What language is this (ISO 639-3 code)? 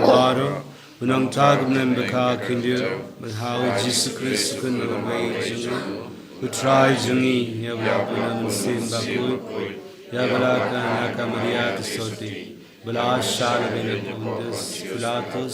kha